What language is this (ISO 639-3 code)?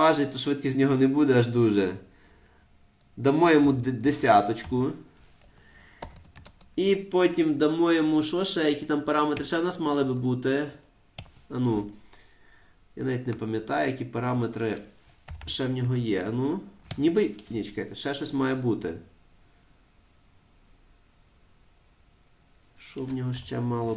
ukr